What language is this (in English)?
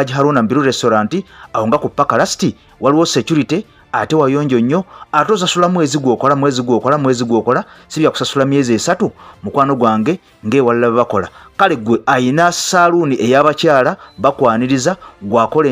Ganda